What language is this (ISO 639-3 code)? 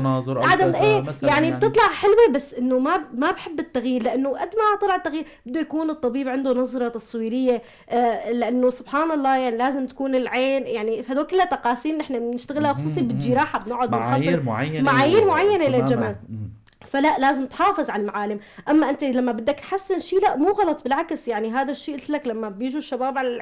apc